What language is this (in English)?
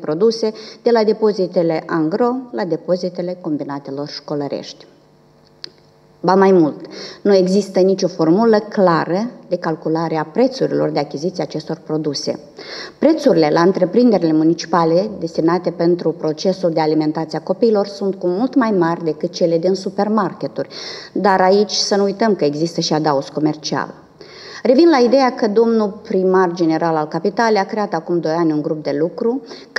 Romanian